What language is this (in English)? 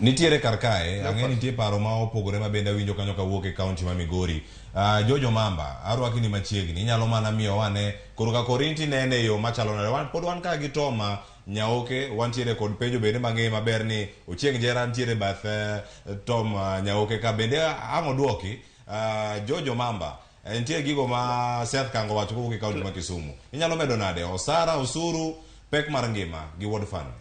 Luo (Kenya and Tanzania)